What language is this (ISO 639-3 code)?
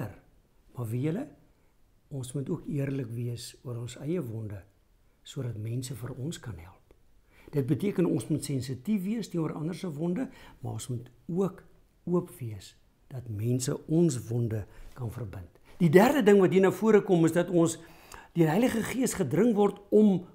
afr